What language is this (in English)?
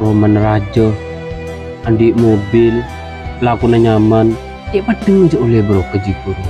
Madurese